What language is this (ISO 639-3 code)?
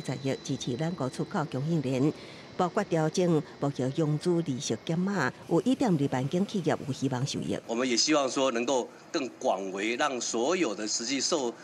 nan